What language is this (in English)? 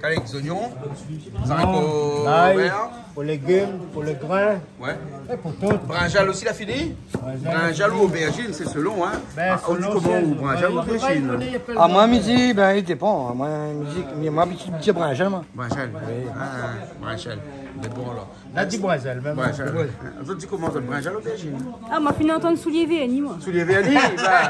Réunion Creole French